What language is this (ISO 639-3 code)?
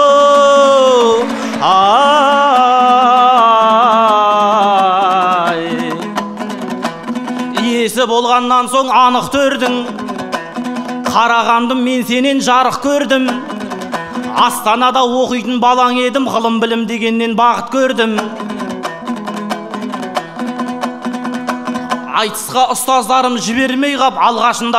kaz